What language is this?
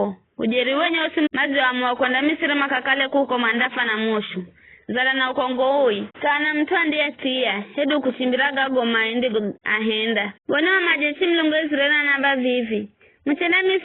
Giryama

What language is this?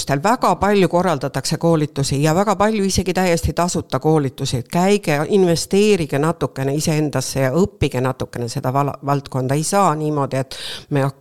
Estonian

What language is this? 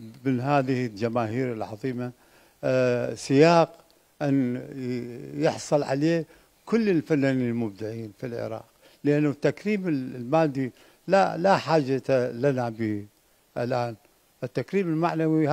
Mesopotamian Arabic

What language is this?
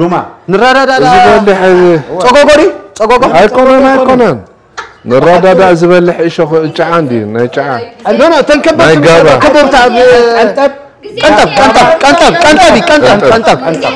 Tigrinya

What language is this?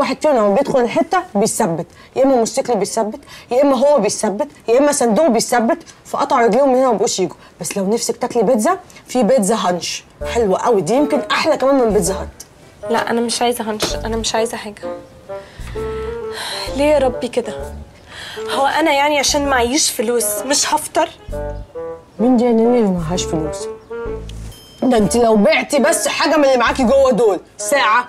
Egyptian Arabic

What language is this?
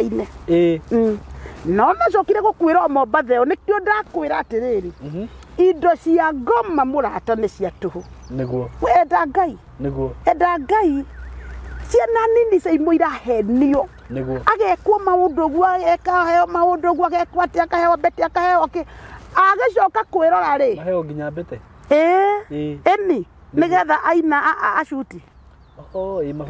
Kikuyu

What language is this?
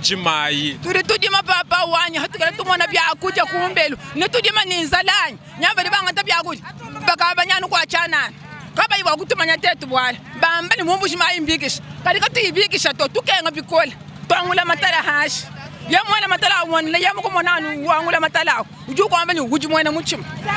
Luba-Lulua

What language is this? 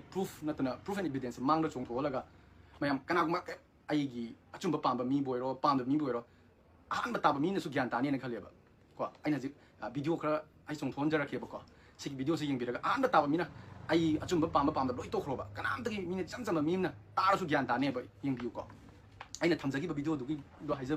Manipuri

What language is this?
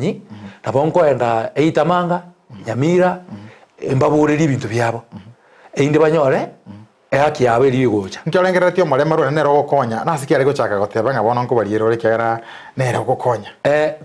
Gusii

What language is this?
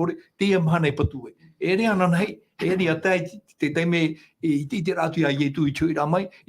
Tahitian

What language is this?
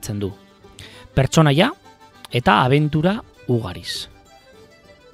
Basque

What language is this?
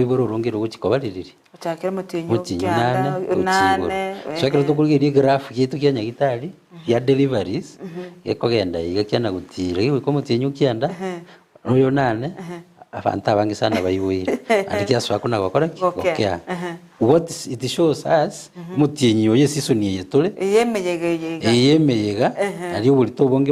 Gusii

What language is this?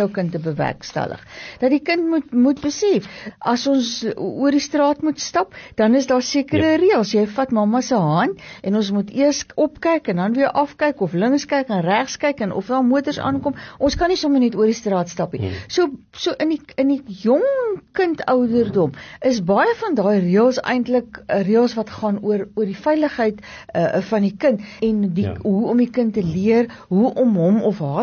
Afrikaans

